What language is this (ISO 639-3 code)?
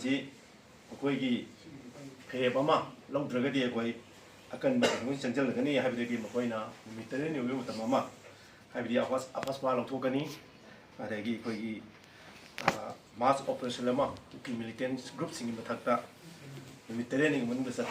mni